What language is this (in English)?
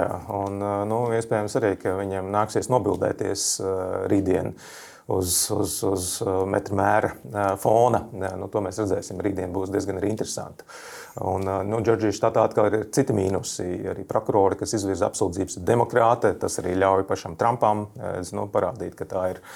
Latvian